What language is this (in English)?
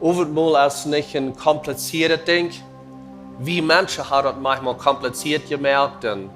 Plautdietsch